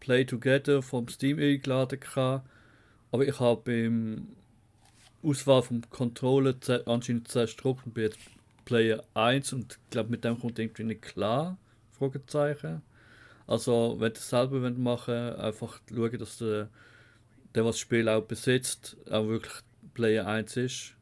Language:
Swiss German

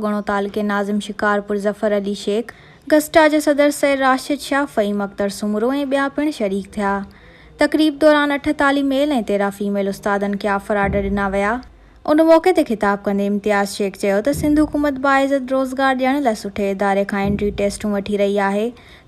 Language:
Sindhi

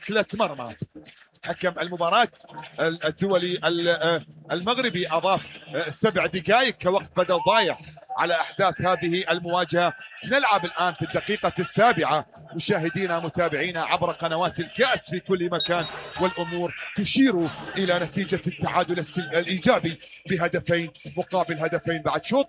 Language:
Mesopotamian Arabic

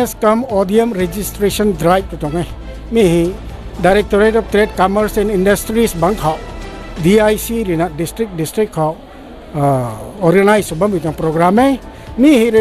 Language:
Rongmei Naga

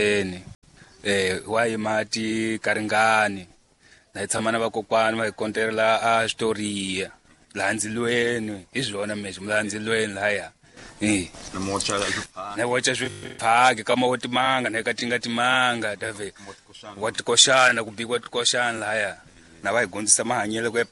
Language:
Tsonga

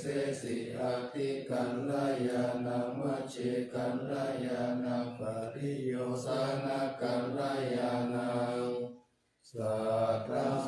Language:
Pali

